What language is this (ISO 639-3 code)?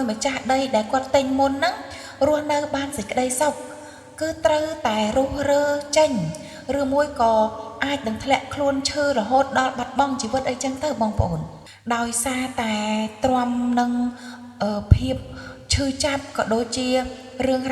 khm